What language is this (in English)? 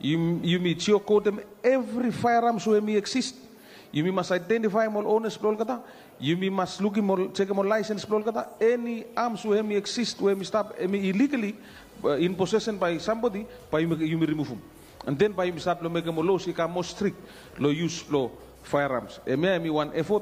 Bislama